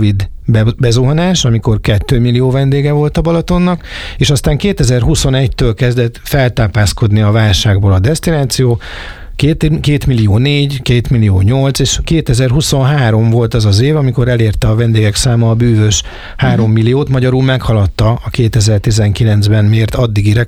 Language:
Hungarian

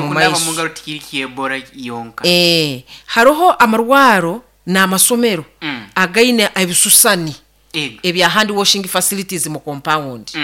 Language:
Nyoro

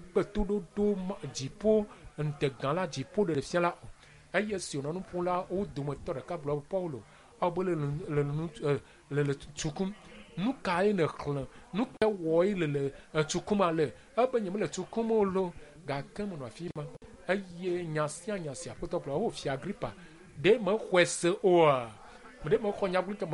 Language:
Ewe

